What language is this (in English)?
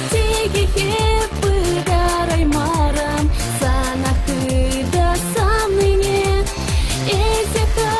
Chuvash